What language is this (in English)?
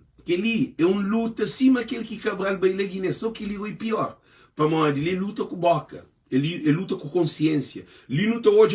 Kabuverdianu